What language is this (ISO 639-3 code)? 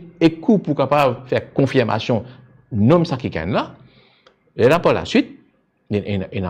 mfe